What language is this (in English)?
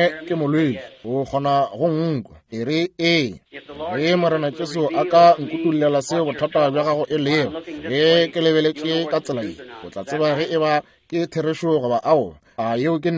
Northern Sotho